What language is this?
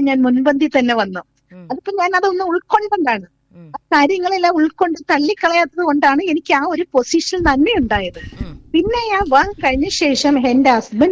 Malayalam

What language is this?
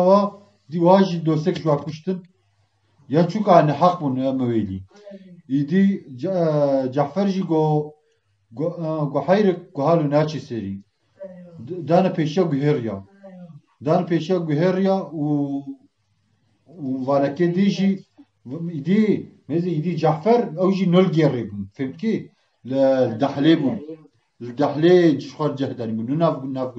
Kurdish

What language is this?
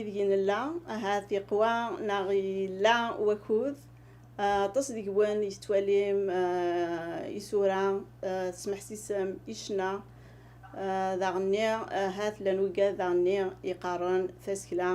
Kabyle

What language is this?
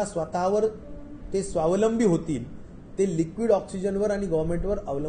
Marathi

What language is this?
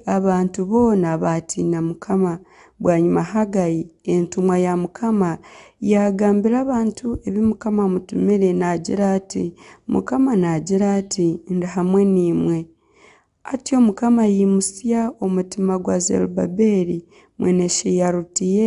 Nyankole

